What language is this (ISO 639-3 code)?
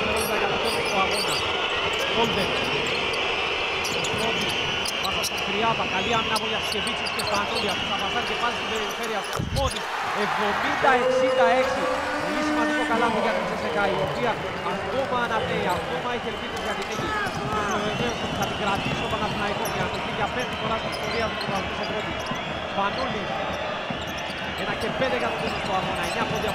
ell